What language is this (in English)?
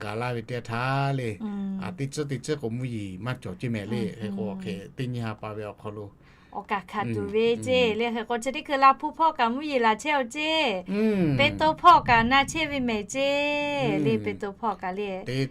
Lahu